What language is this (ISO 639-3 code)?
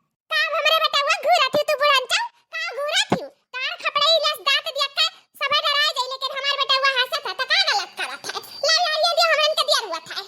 awa